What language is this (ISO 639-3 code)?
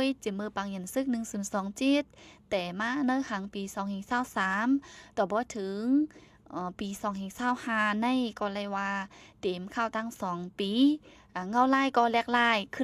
shn